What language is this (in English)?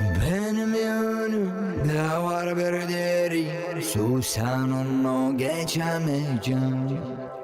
Gagauz